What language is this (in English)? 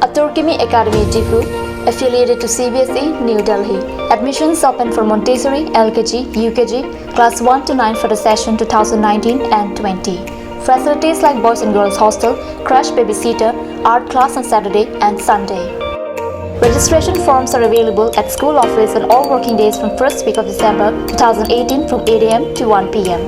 Karbi